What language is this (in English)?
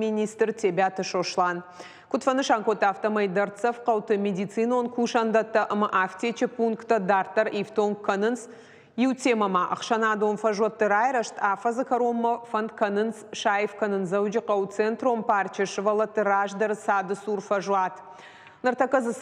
Ossetic